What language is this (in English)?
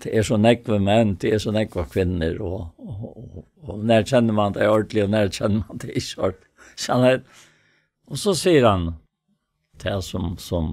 Faroese